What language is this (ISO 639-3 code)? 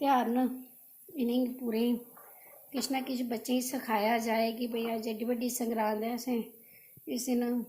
doi